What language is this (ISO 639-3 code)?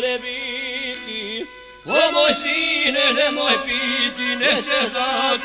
bos